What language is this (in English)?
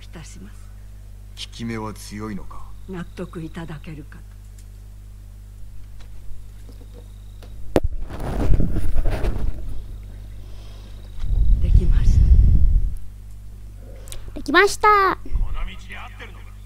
Japanese